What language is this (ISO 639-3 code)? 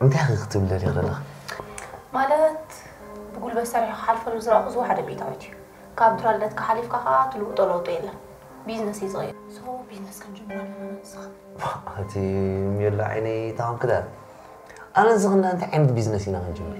tir